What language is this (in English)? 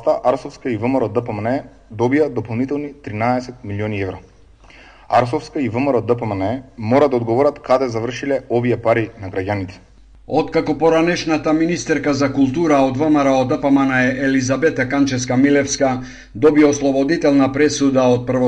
Macedonian